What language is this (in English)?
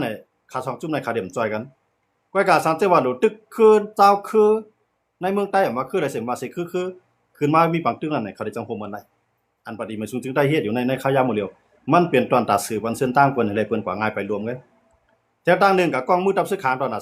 Shan